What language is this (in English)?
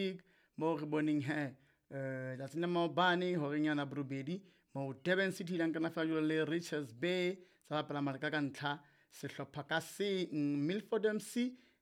Southern Sotho